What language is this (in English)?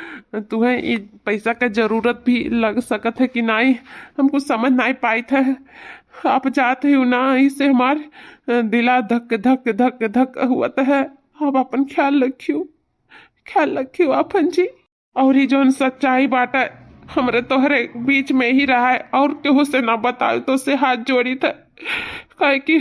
Awadhi